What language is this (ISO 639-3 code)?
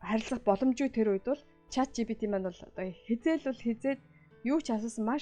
mon